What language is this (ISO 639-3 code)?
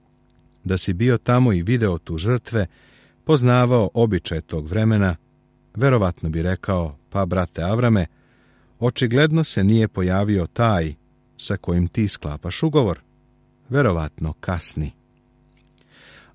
srp